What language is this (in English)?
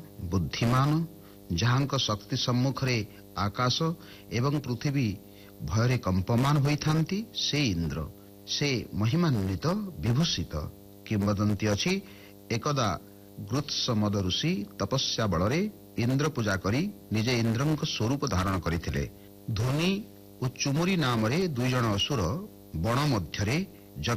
Odia